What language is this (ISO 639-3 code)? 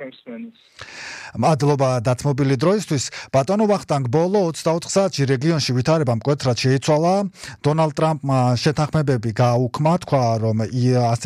kat